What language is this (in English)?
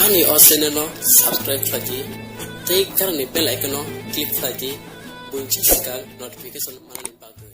Kok Borok